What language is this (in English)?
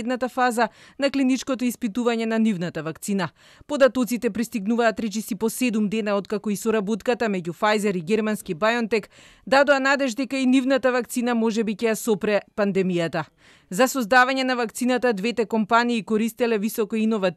Macedonian